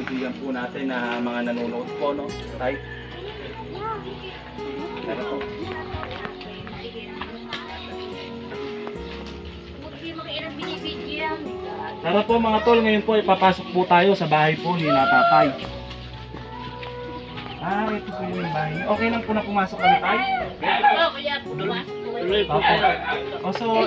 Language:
Filipino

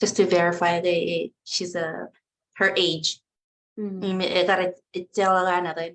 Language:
Marshallese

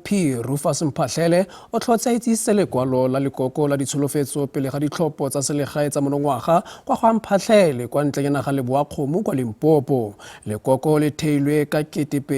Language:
Tswana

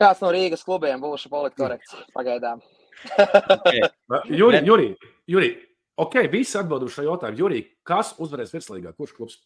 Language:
Latvian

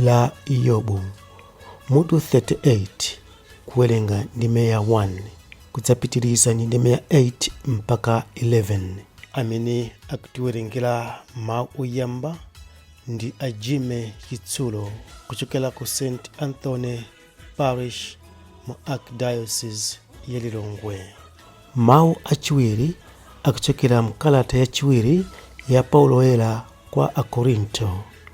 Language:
Nyanja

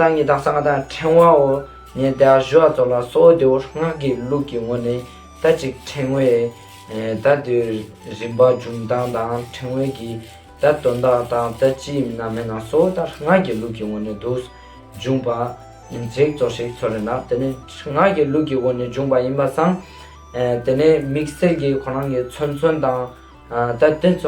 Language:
Ladakhi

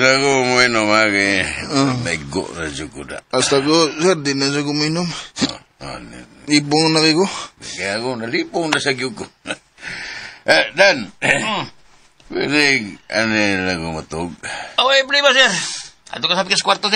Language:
Cebuano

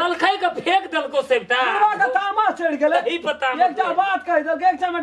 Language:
Maithili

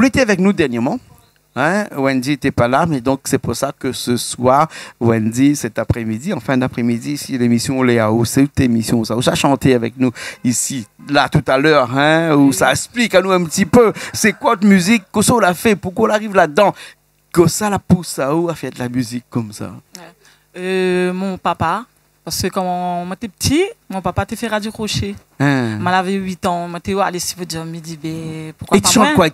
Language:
Réunion Creole French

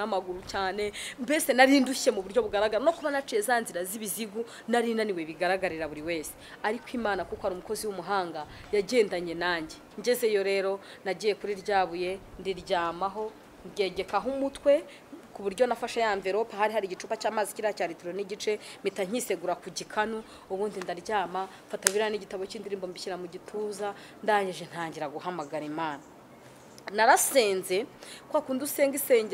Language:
Kinyarwanda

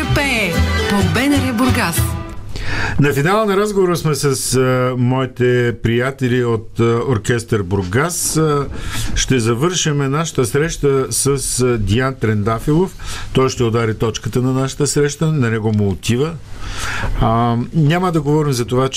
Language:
Bulgarian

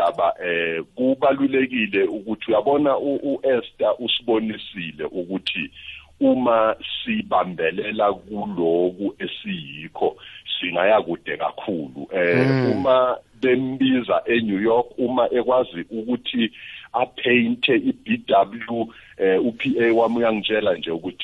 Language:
South Ndebele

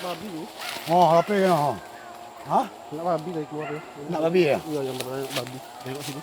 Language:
Minangkabau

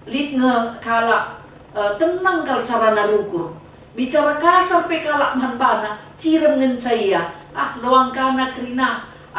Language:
Batak Karo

